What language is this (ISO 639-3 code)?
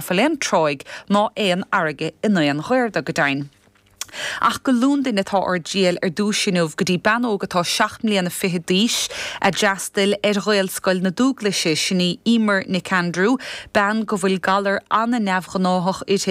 gle